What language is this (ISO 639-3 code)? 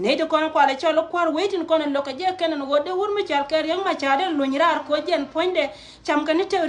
nus